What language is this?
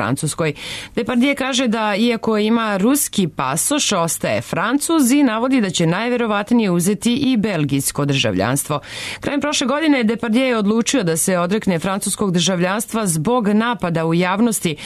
Serbian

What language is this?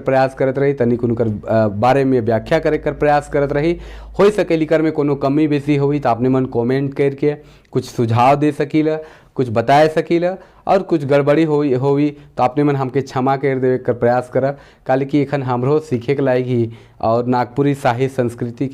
Sadri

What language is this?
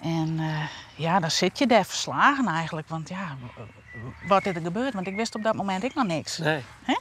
Western Frisian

